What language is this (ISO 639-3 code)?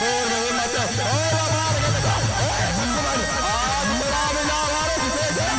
hne